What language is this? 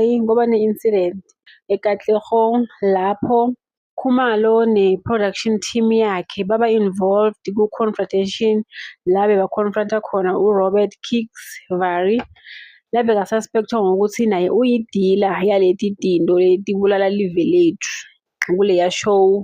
Zulu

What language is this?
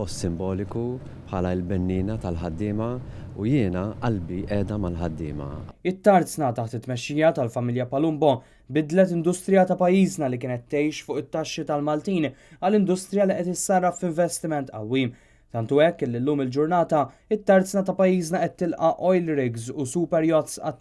Maltese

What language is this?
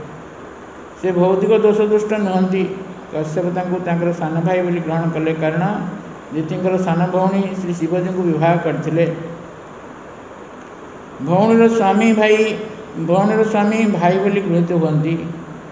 Odia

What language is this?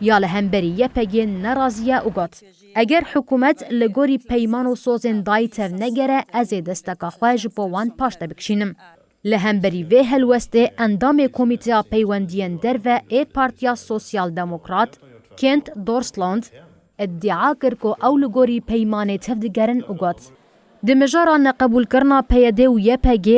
Kurdish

